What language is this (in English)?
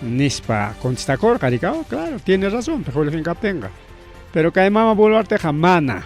Ayacucho Quechua